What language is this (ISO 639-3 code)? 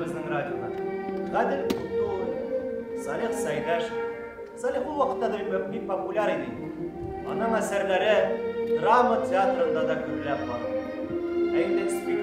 tat